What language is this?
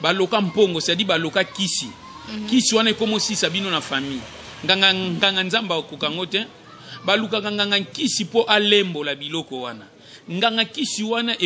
Lingala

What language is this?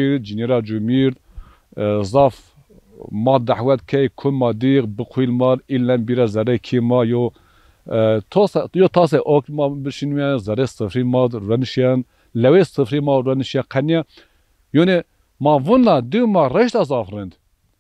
Zaza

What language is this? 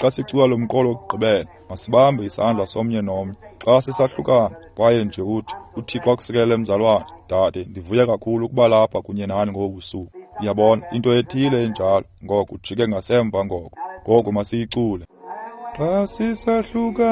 Xhosa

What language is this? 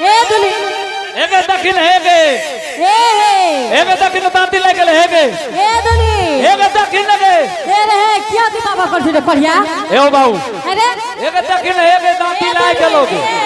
Angika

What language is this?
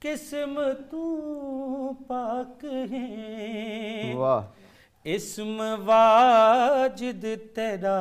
Saraiki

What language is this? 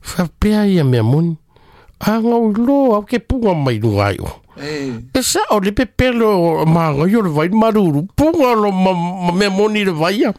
Samoan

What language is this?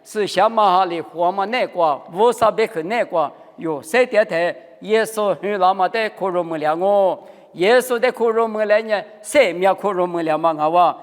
Lisu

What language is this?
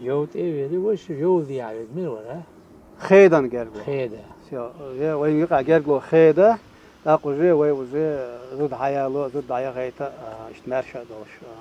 Chechen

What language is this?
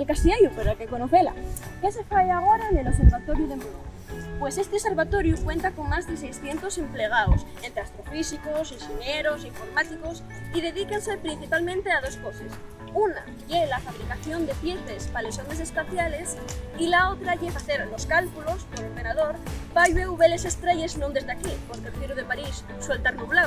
Asturian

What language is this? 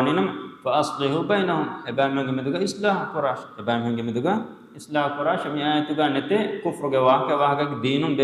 Divehi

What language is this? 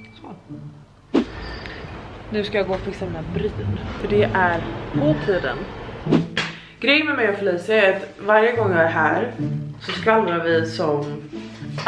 Swedish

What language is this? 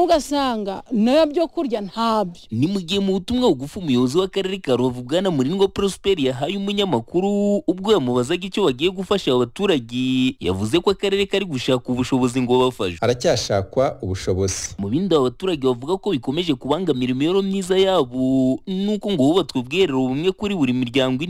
Kinyarwanda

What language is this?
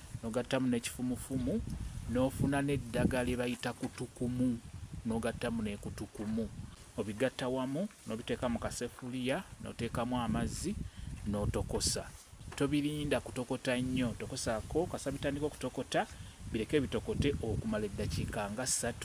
Ganda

